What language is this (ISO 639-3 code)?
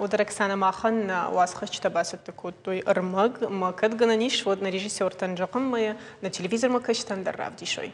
oss